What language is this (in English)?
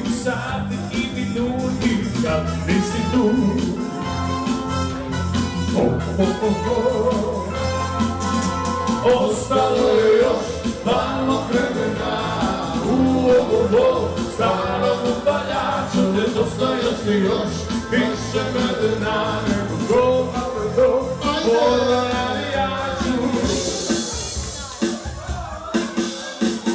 Croatian